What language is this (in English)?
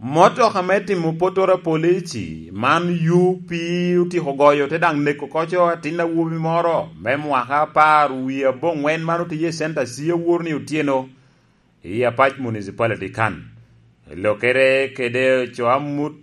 Lango (Uganda)